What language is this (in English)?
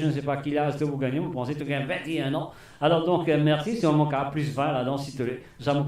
Morisyen